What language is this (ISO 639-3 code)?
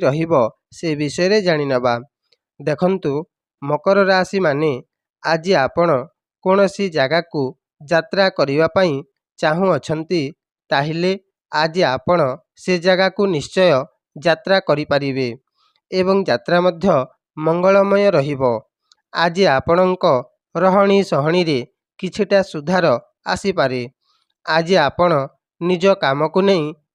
ori